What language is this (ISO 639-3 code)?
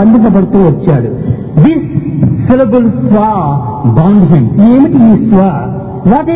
tel